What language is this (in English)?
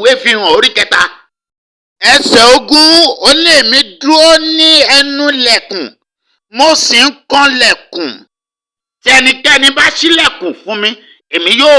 Yoruba